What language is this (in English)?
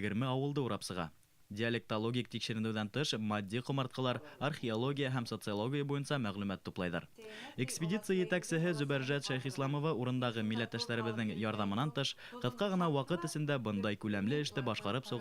Bashkir